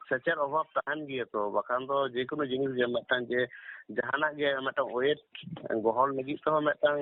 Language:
Santali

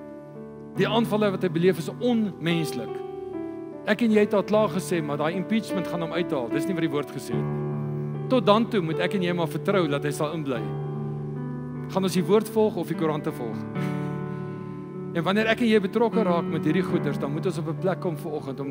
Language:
Afrikaans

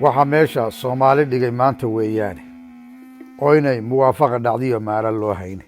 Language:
Somali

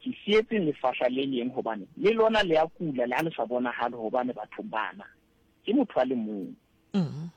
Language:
Southern Sotho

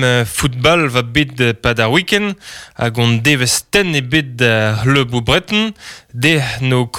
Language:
Breton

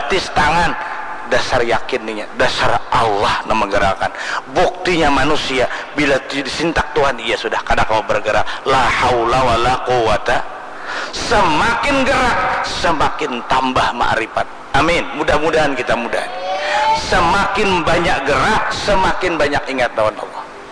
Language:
Banjar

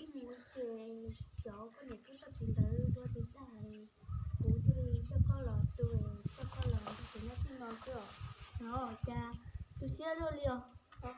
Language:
Hmong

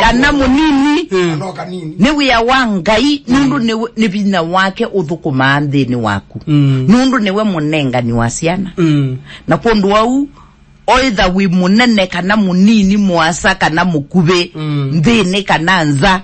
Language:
Kamba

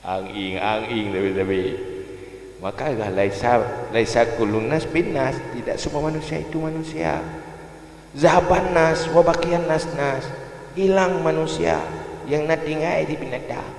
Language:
Achinese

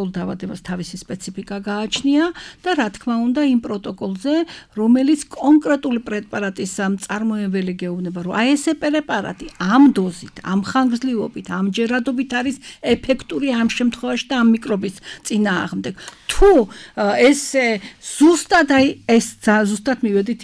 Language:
Georgian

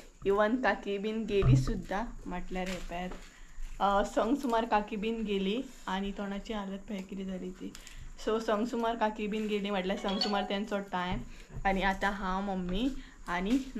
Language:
Konkani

